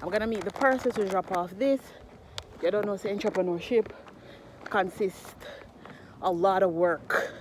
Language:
Jamaican Creole English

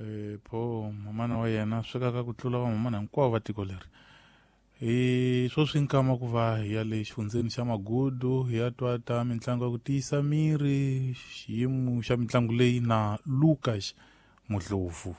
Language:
Tsonga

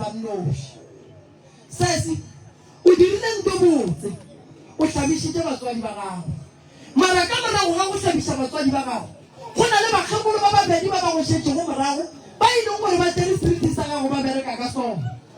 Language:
Northern Sotho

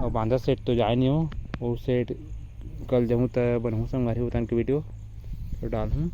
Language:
Chhattisgarhi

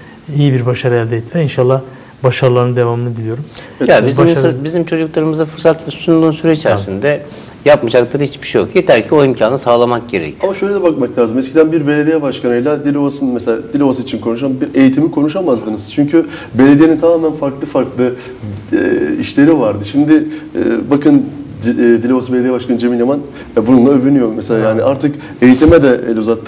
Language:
Turkish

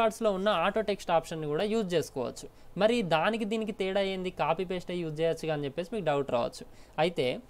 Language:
Telugu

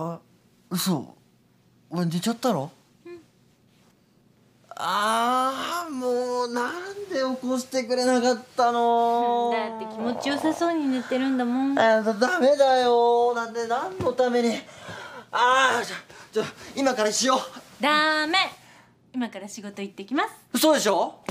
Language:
Japanese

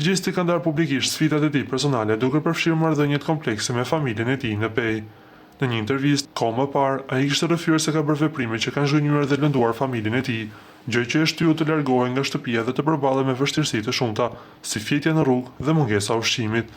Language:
Albanian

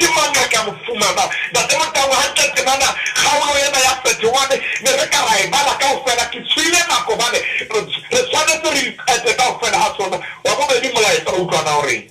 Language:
Southern Sotho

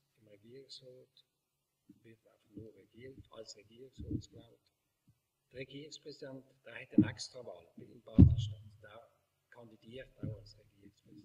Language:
Swiss German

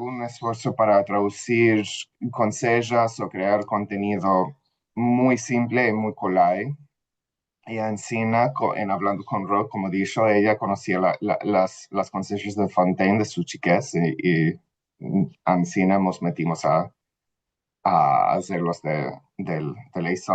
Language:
Ladino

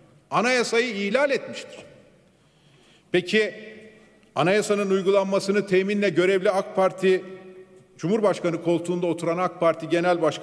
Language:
Turkish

